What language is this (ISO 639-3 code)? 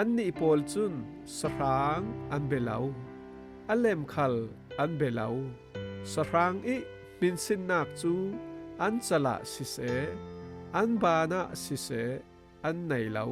cfm